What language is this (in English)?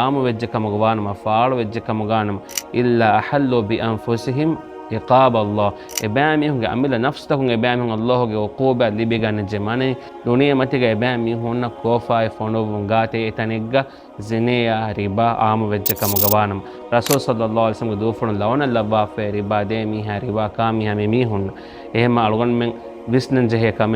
Divehi